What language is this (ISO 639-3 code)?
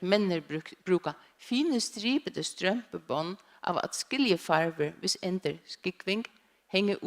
fao